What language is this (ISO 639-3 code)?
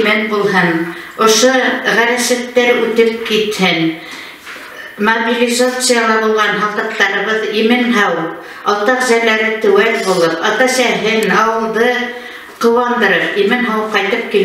bak